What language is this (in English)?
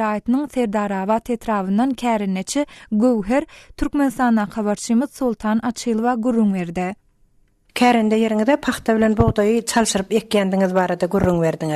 Turkmen